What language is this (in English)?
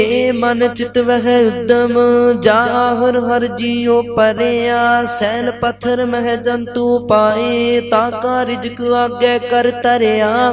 Punjabi